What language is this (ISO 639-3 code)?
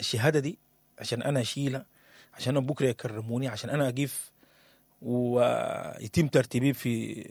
apd